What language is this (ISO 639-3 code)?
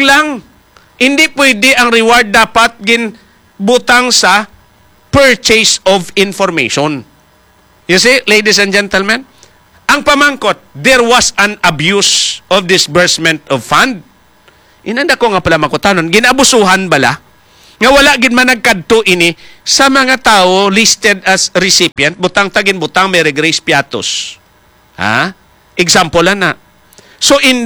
hil